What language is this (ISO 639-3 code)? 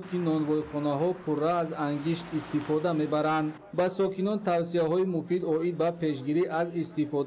tgk